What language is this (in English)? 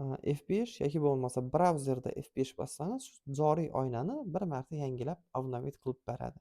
Uzbek